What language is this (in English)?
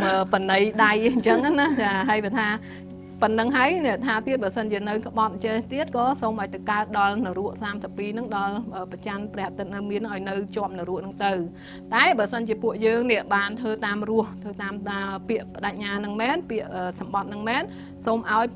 Khmer